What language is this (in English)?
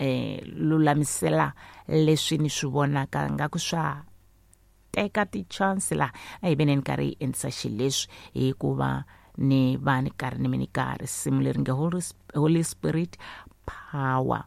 Tsonga